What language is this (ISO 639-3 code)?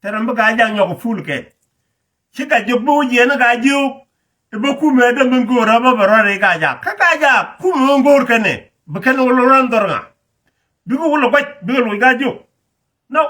nus